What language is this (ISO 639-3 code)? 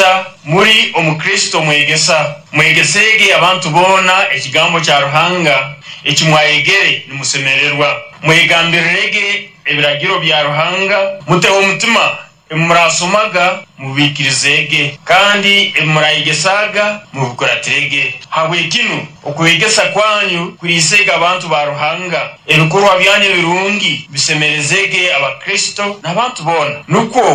nyo